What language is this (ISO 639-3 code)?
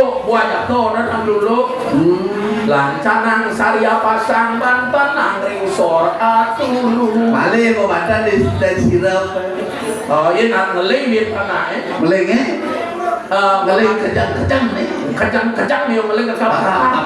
ban